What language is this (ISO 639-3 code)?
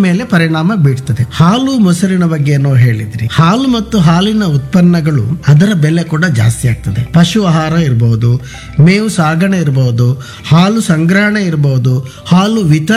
kan